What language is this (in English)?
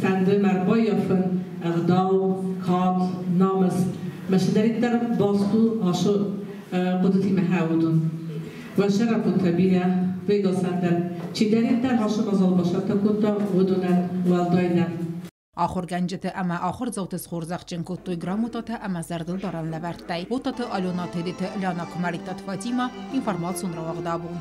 Ossetic